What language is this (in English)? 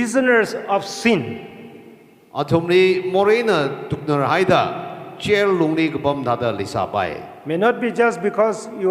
Tangkhul Naga (India)